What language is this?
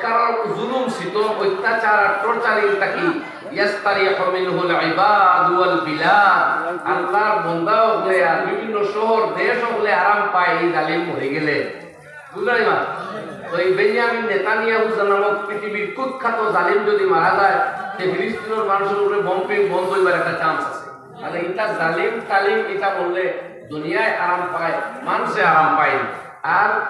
Sylheti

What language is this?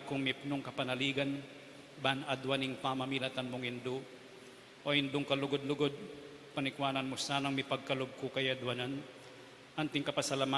Pampanga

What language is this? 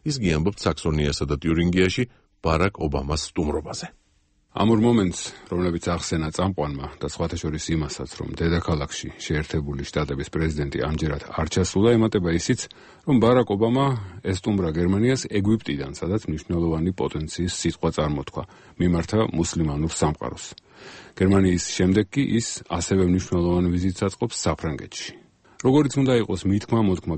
Georgian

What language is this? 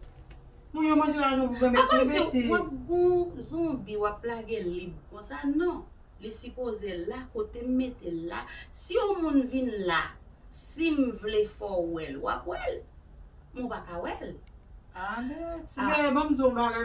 Haitian Creole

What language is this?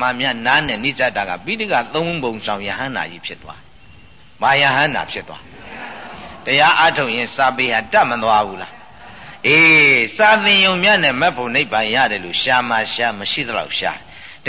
Burmese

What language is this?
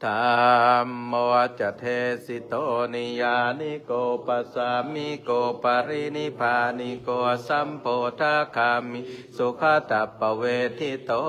Pali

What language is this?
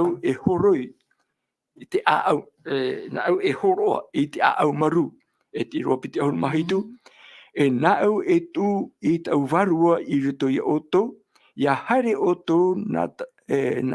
Tahitian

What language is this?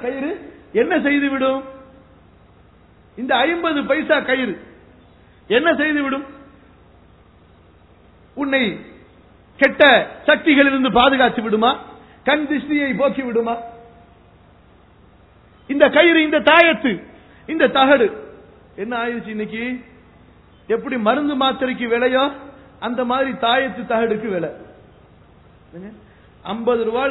Tamil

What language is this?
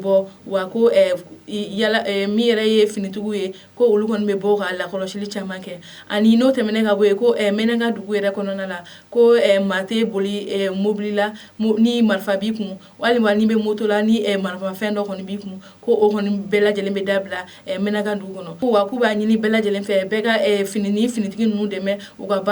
Bambara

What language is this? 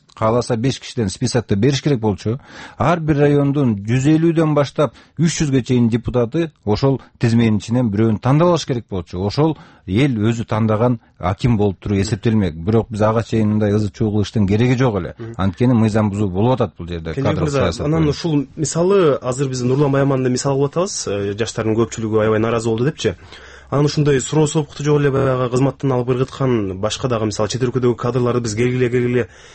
Kyrgyz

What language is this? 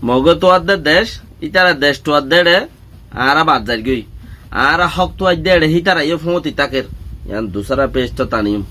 Rohingya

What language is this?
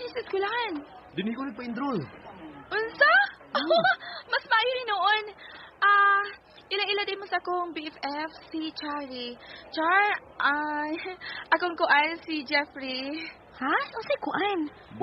Cebuano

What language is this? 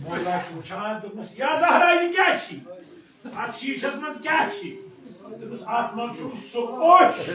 Kashmiri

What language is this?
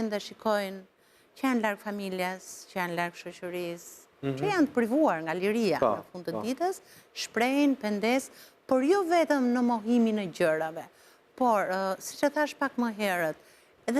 Albanian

